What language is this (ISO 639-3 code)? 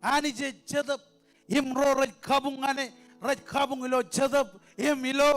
mah